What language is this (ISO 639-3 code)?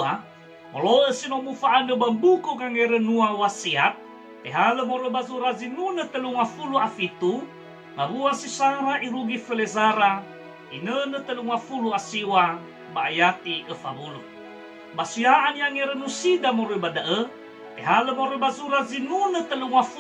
nia